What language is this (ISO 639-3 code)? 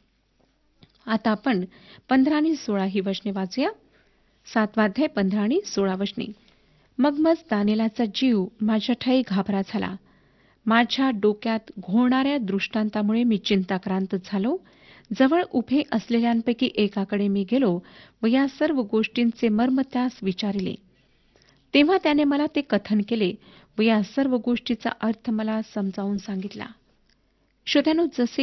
mar